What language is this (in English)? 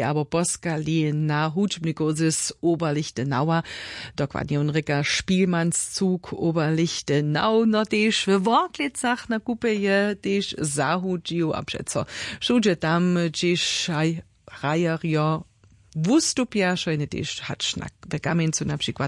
Upper Sorbian